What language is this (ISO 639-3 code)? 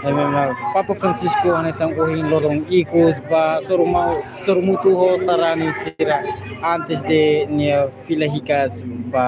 tet